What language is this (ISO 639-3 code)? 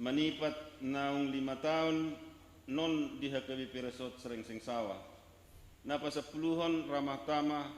bbc